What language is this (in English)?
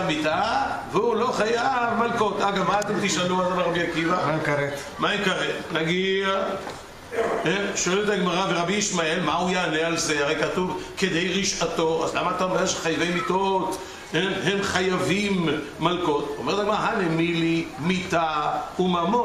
Hebrew